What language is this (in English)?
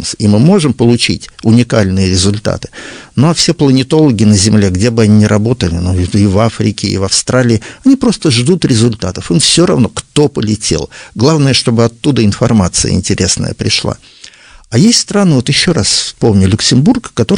Russian